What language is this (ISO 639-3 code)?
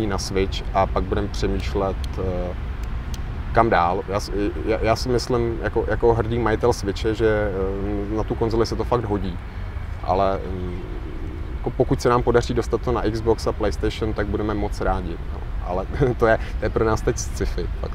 ces